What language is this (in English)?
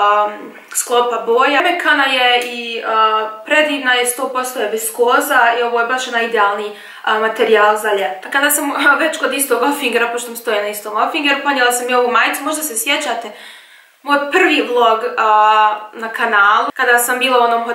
Croatian